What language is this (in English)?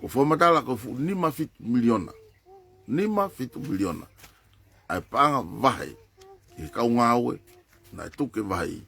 Tongan